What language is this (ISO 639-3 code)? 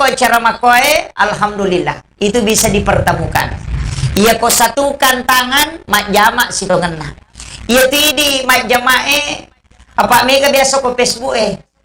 bug